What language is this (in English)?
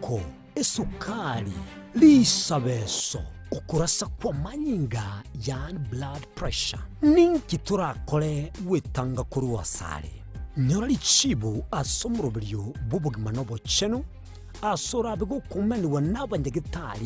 Gusii